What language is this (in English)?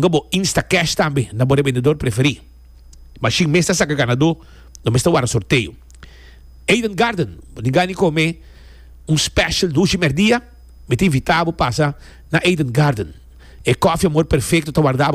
Papiamento